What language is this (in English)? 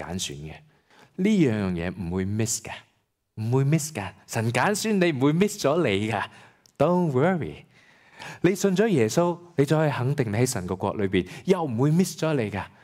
Cantonese